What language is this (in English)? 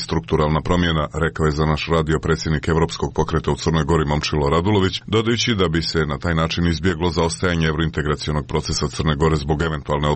Croatian